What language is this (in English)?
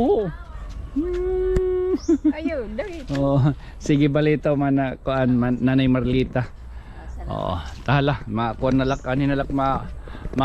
Waray